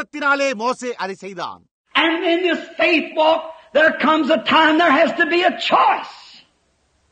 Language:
Tamil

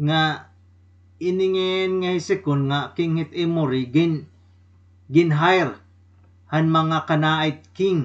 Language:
Waray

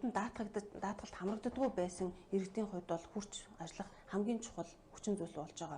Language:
Mongolian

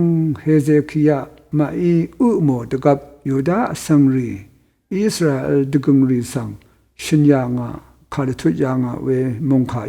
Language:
Rawang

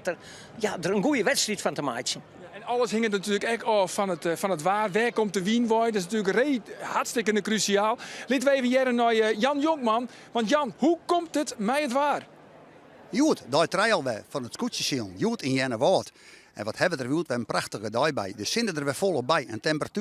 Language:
Western Frisian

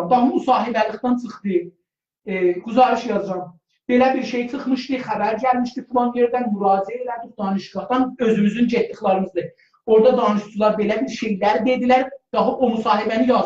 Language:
South Azerbaijani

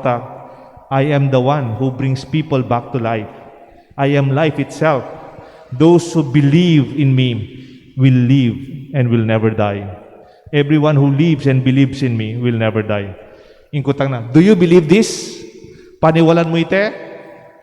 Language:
Pampanga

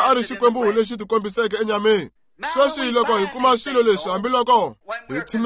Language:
Tsonga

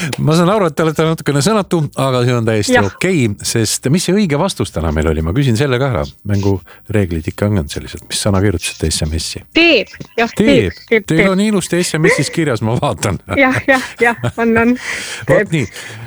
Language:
Estonian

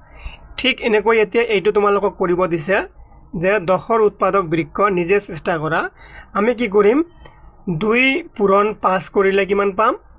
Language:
Assamese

